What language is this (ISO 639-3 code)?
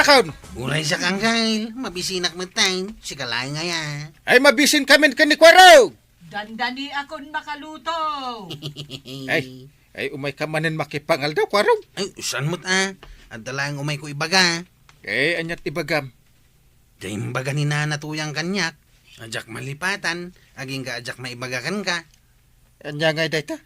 ilo